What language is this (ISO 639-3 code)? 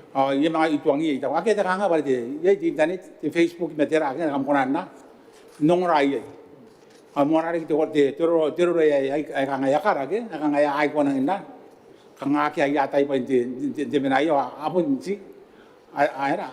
gil